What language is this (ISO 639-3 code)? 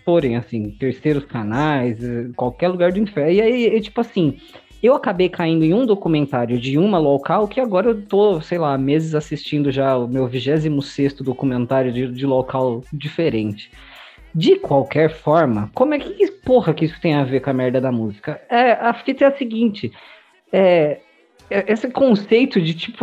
por